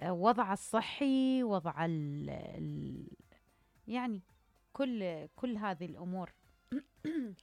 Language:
Mesopotamian Arabic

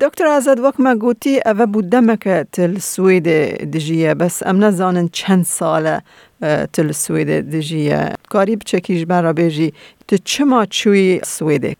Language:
Kurdish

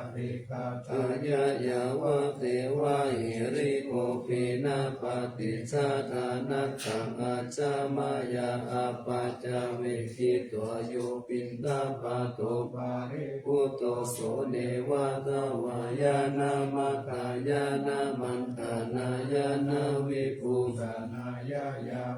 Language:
Pali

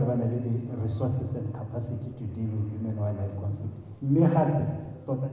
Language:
Tswana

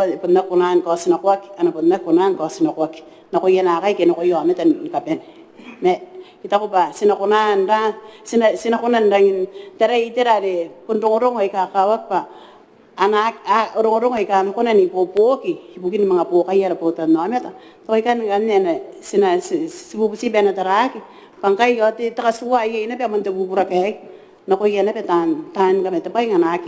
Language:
Gilbertese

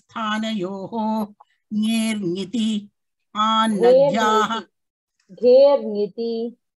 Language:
Sanskrit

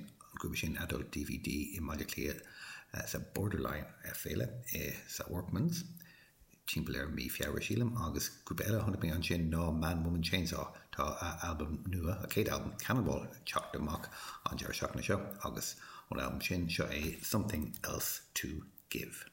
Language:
Irish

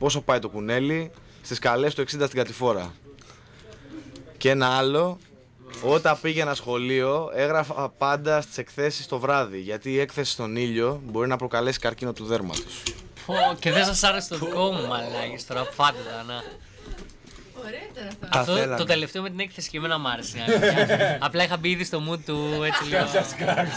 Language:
Greek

